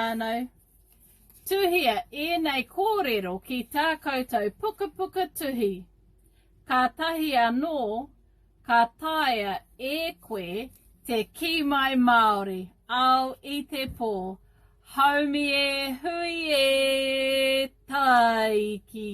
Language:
Māori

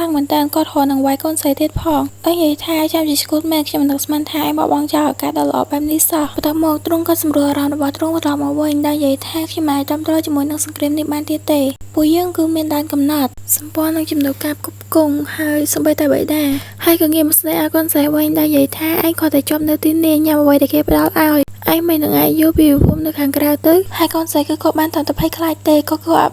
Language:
Khmer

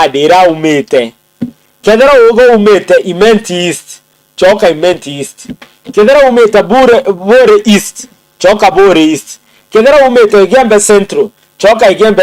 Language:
Meru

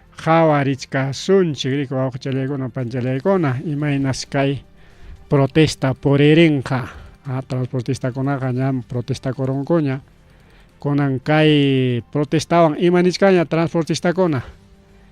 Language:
Ayacucho Quechua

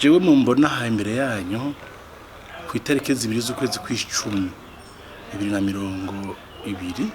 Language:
Rundi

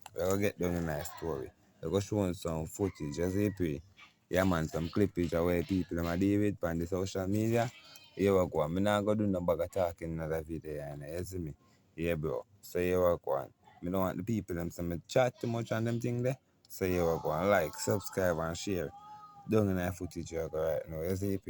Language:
Jamaican Creole English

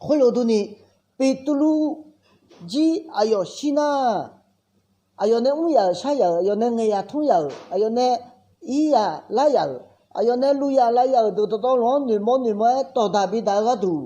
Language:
Akha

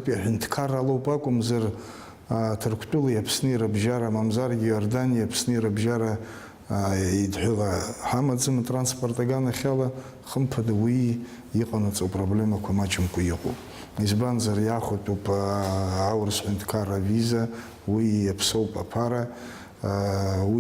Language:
Abkhazian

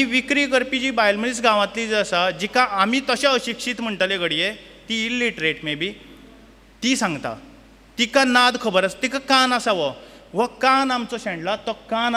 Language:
Konkani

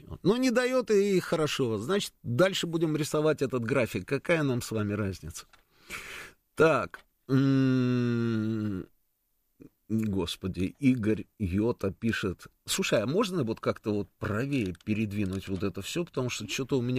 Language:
Russian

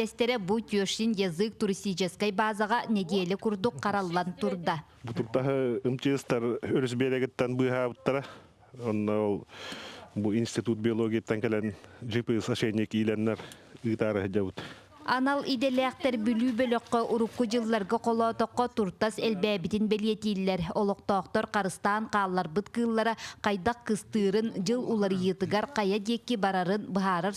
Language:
Yakut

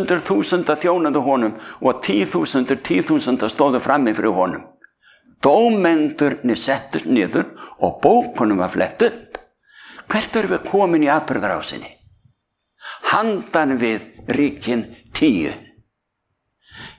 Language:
Icelandic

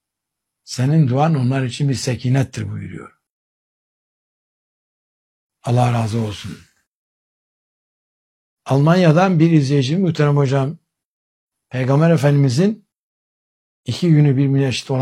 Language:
Turkish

